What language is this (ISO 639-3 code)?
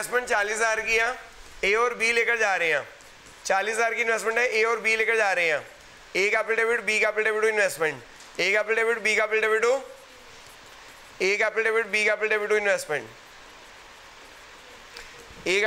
hin